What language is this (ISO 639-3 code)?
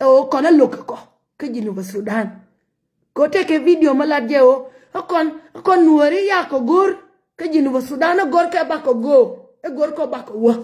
nus